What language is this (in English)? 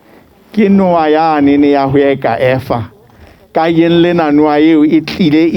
Southern Sotho